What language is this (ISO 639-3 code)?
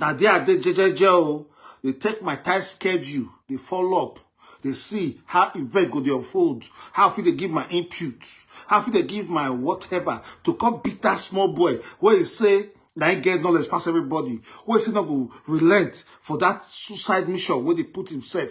pcm